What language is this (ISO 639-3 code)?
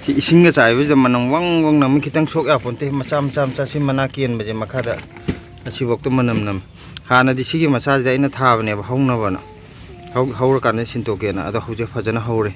mni